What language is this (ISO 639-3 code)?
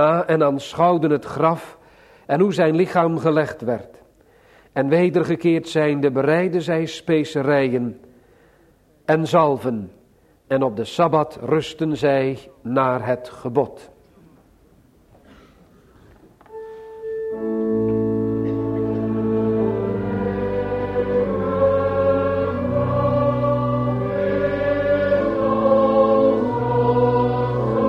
nld